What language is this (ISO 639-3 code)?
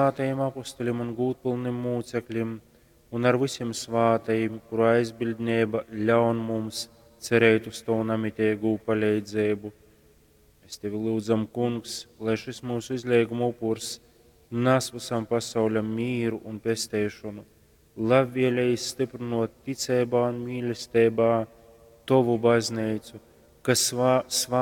ltg